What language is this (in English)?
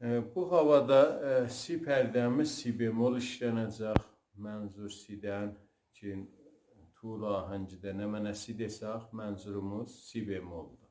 South Azerbaijani